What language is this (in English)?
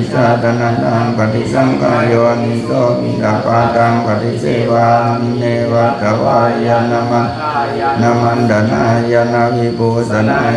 Pali